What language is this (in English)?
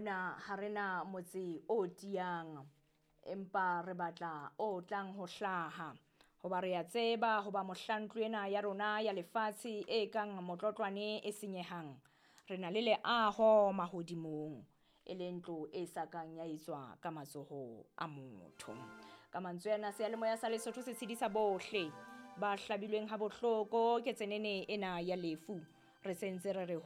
Southern Sotho